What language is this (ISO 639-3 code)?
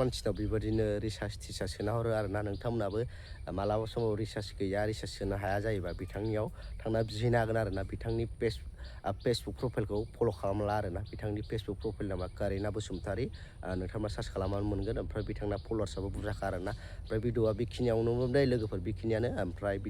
brx